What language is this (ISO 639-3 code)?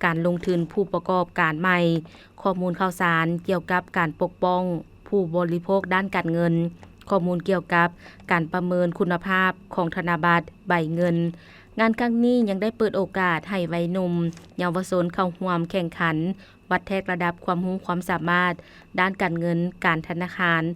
lao